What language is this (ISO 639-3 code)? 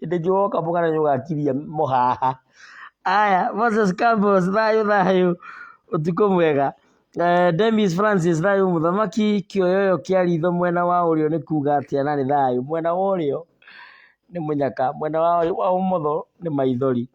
kik